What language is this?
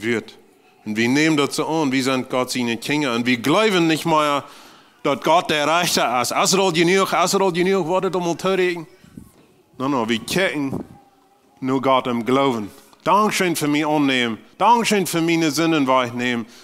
Plautdietsch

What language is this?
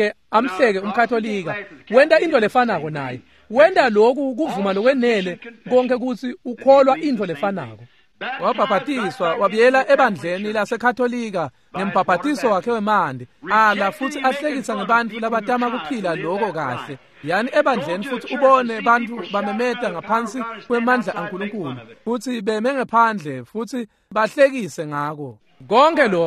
Swati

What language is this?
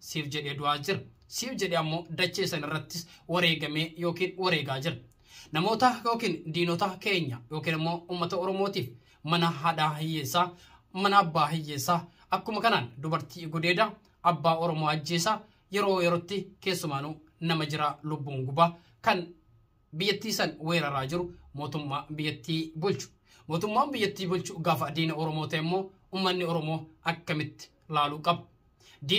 Oromo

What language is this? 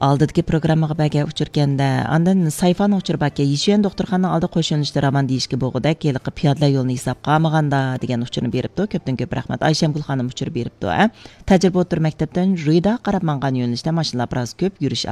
Uyghur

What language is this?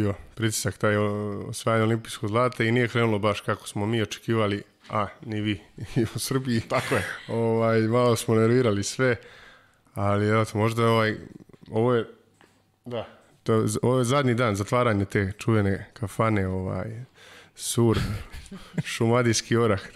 Serbian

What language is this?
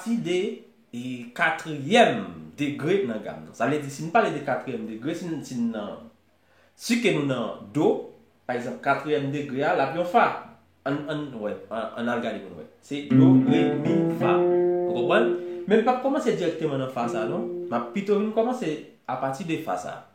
Haitian Creole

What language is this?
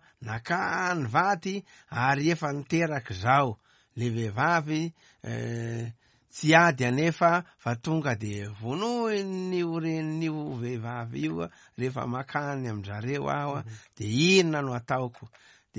Malagasy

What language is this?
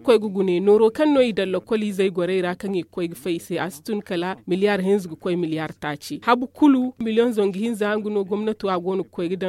Zarma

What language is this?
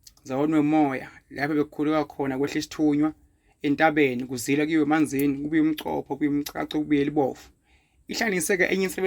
Zulu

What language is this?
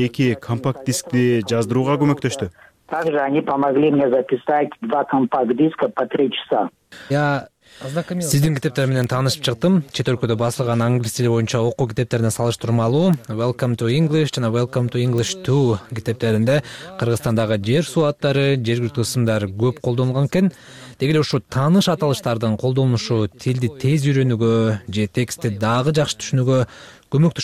Kyrgyz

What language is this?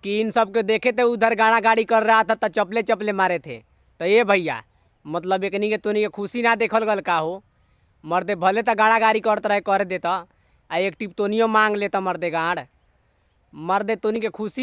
Bhojpuri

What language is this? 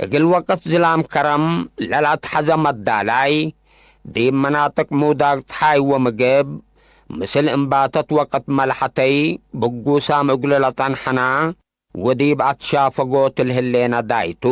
Tigre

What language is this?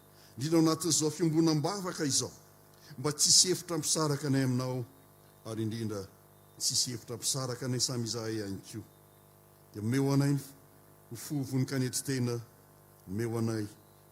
Malagasy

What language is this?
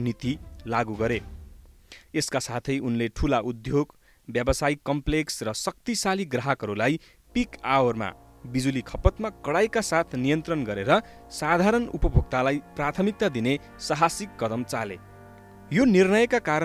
Nepali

